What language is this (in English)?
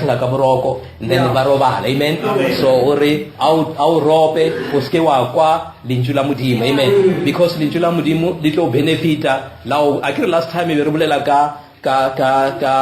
Northern Sotho